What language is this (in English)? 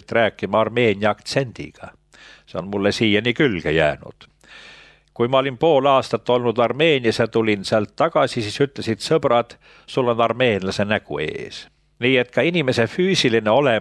Estonian